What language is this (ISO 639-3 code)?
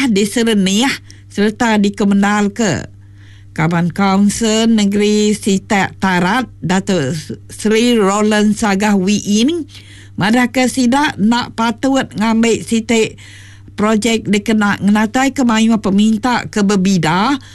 iba